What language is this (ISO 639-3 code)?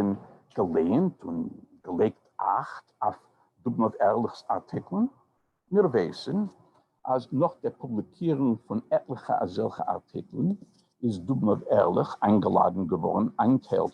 yid